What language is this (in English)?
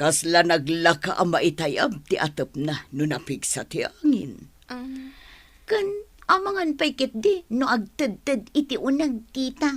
Iloko